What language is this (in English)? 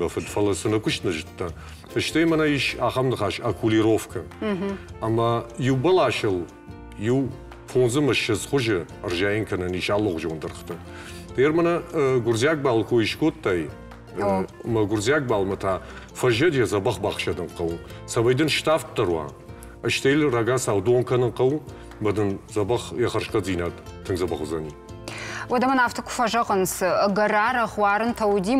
Ossetic